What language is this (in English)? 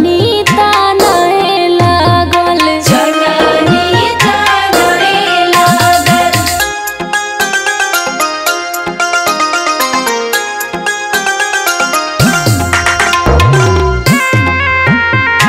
Bhojpuri